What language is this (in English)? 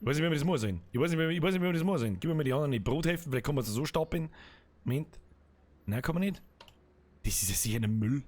Bavarian